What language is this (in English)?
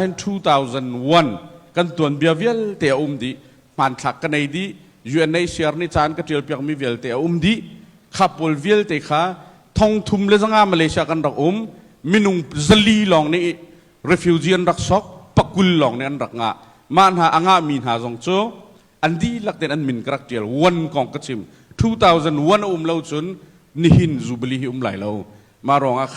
Hakha Chin